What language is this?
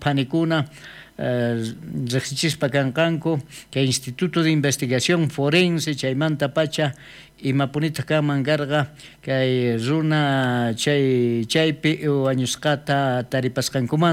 South Bolivian Quechua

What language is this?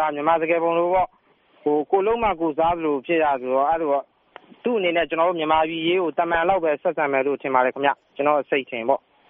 Burmese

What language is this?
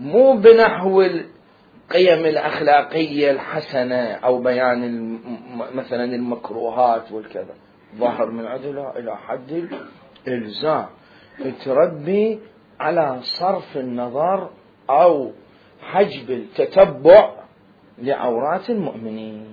Mesopotamian Arabic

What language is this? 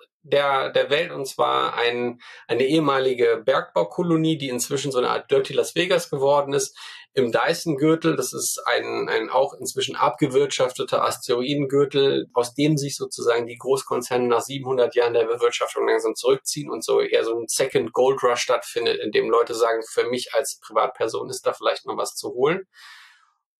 German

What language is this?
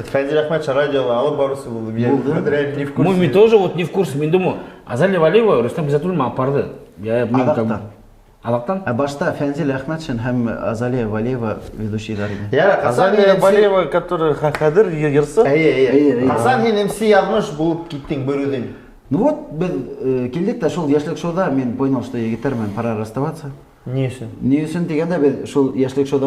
Bashkir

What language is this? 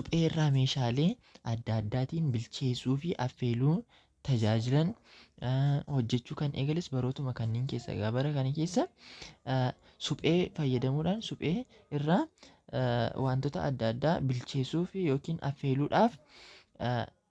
Oromo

